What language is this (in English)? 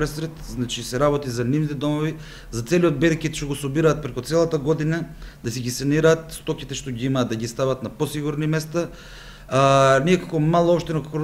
Macedonian